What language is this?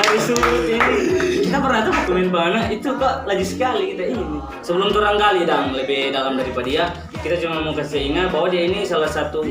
Manado Malay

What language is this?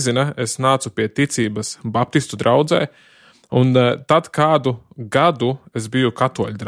Latvian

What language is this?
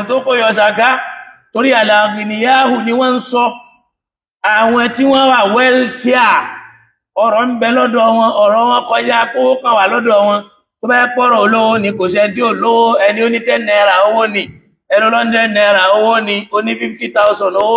Yoruba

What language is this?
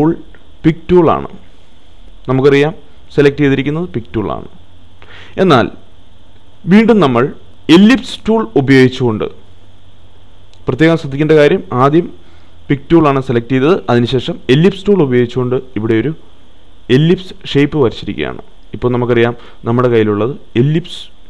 Malayalam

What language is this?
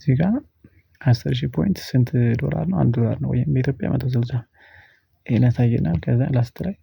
Amharic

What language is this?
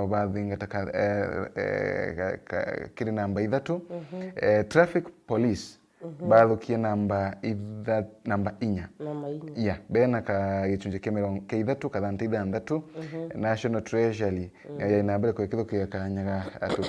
Meru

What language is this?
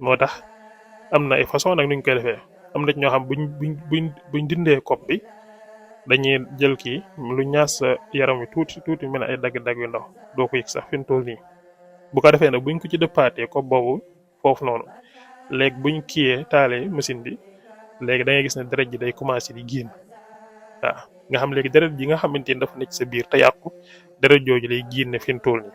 Wolof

